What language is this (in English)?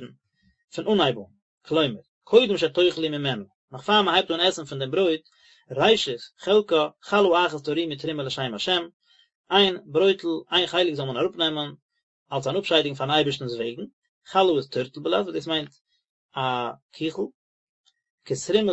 Yiddish